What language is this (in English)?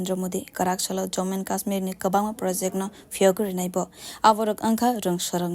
Kok Borok